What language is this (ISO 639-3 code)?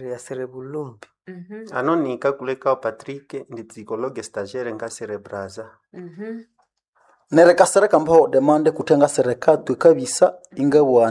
nnb